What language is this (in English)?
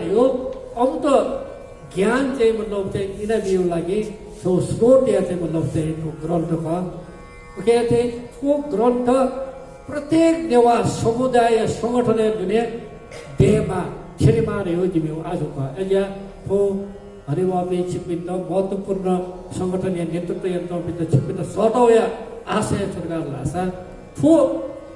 Newari